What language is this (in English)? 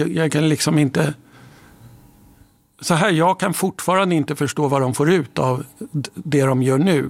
Swedish